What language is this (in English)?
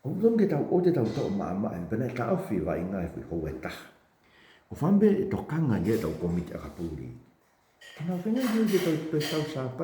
Tongan